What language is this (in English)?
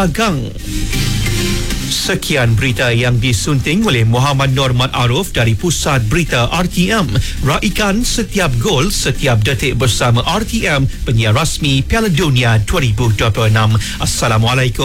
Malay